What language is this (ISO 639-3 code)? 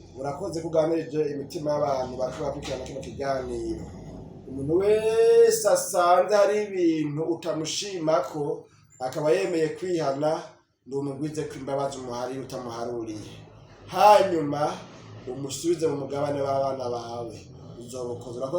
run